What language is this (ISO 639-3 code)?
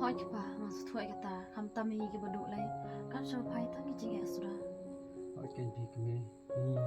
kha